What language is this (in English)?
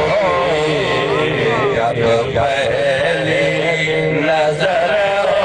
Saraiki